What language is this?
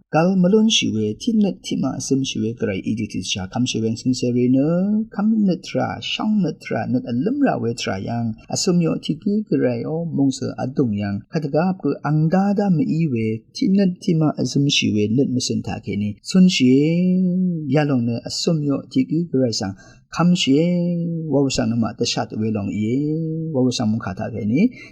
Rawang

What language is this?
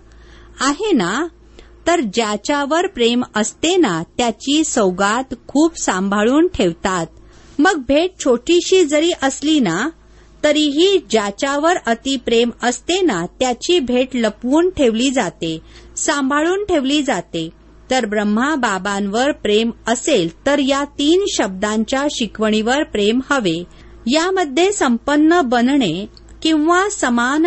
Marathi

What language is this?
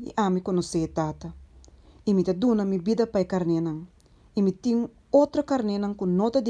Papiamento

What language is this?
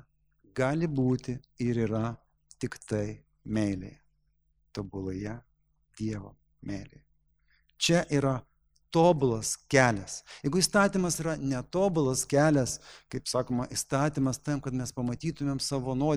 Lithuanian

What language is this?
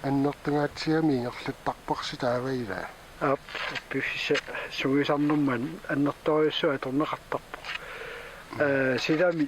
Kalaallisut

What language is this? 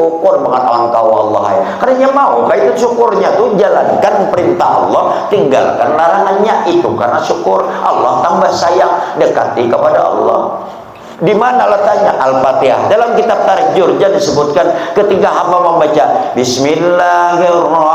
Banjar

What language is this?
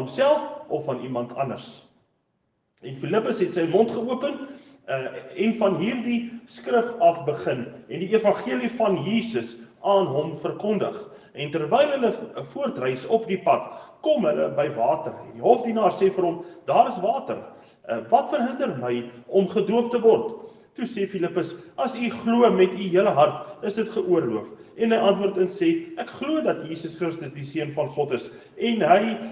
Afrikaans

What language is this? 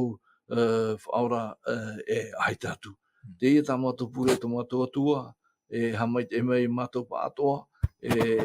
Tahitian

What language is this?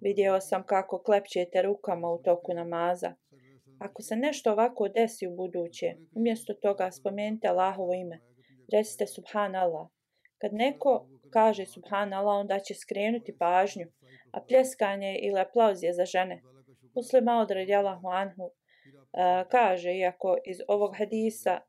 Bosnian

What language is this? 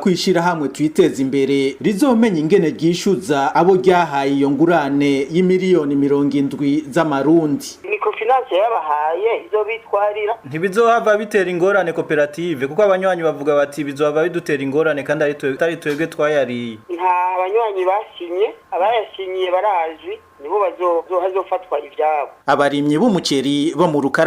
Rundi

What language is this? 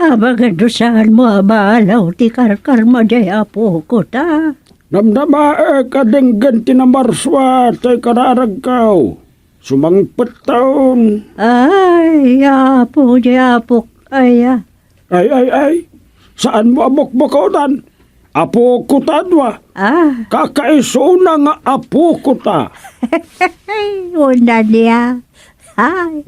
Iloko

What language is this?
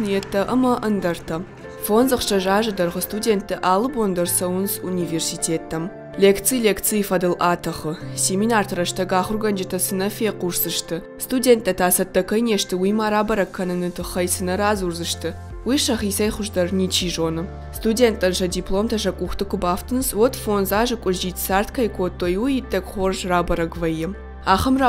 Ossetic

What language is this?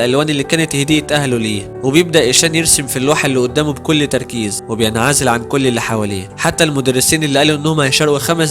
Egyptian Arabic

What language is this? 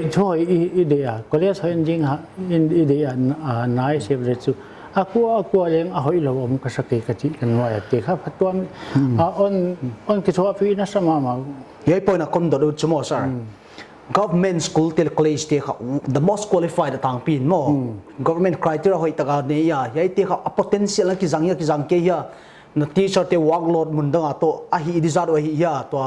Paite Chin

